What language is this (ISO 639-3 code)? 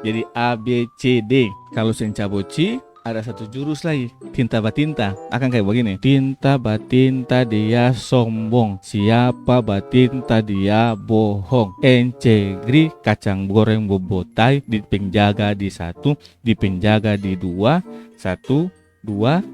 abs